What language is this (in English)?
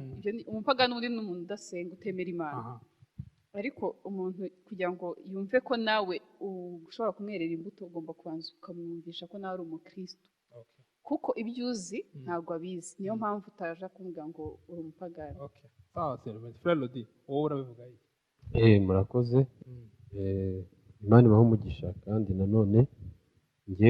Kinyarwanda